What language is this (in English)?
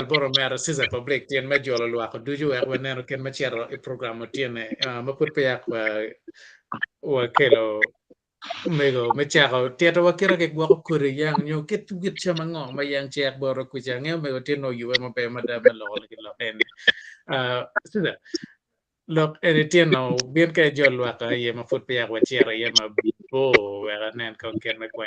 Acoli